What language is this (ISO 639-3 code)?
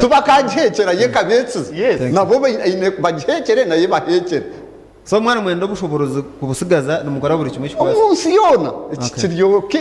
nyn